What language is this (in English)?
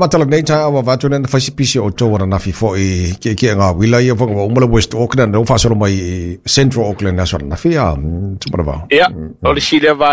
Samoan